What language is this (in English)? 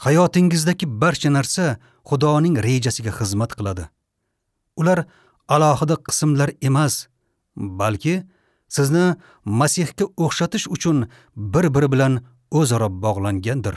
Uzbek